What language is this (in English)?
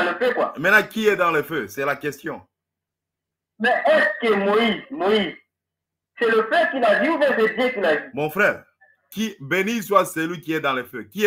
French